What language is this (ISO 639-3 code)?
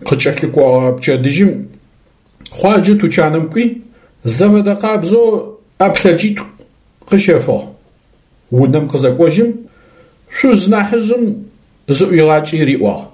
ady